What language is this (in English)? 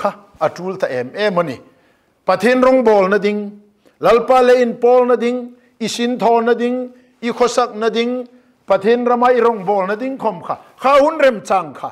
Hmar